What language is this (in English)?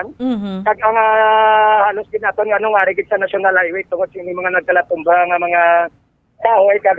Hiligaynon